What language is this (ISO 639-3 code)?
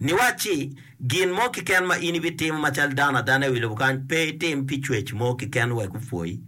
ach